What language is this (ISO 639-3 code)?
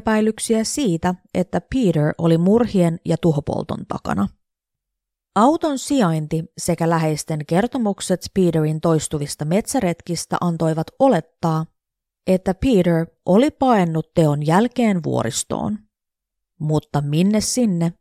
fin